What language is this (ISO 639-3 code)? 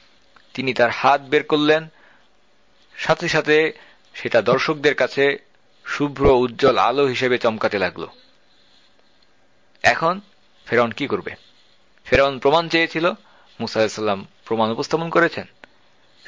ben